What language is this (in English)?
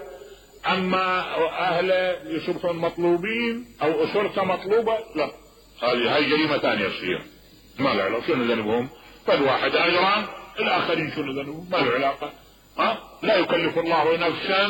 Mesopotamian Arabic